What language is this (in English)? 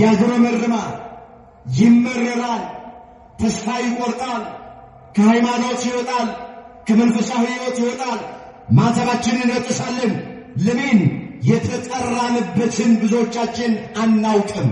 Amharic